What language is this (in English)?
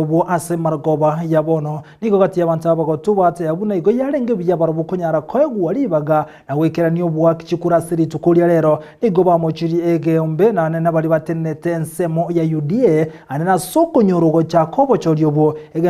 Gusii